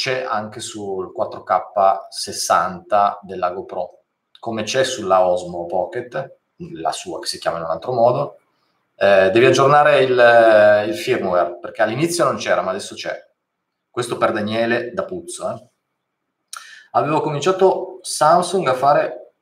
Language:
Italian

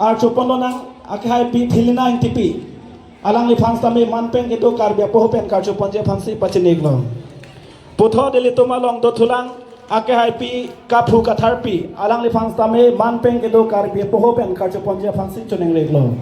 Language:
Karbi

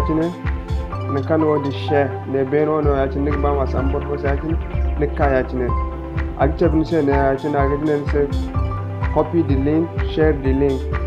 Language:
Zarma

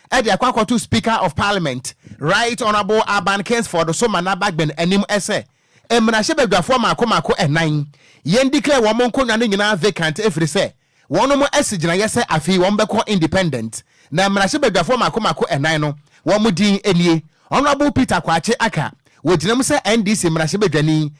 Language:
Akan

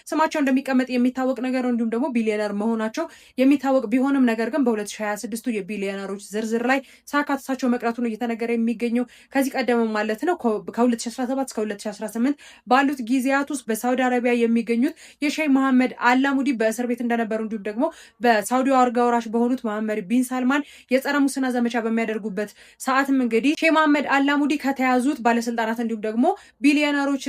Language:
Amharic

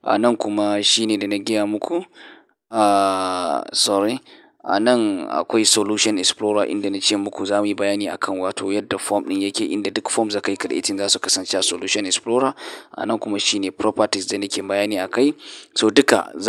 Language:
Hausa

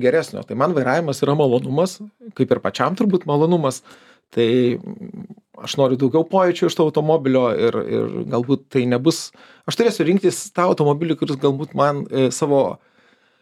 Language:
Lithuanian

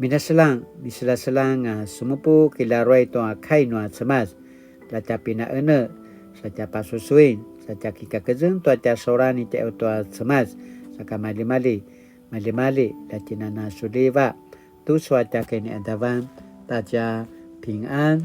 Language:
Paiwan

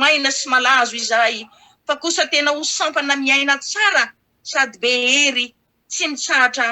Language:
Malagasy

